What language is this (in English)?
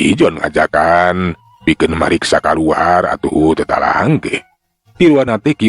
Sundanese